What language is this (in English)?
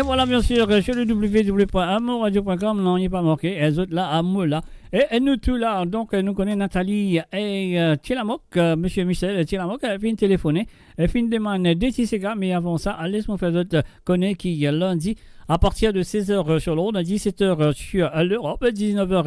Morisyen